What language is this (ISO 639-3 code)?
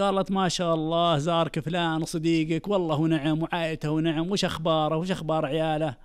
ars